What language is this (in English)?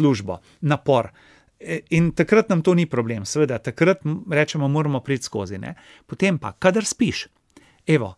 Slovenian